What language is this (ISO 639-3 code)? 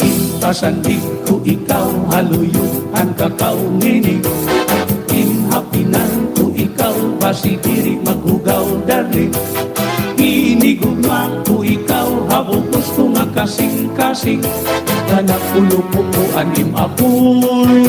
war